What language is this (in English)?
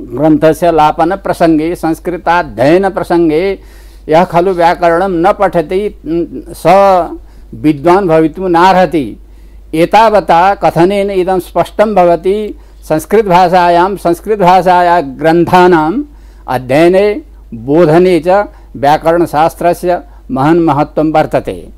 Sanskrit